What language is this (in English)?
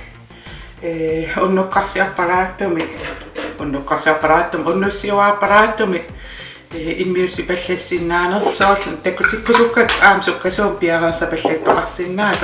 Kalaallisut